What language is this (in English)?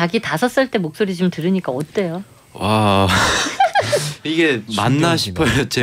Korean